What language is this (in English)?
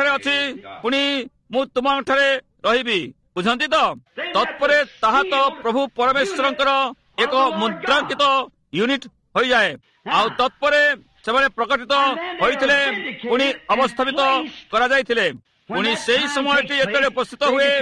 Odia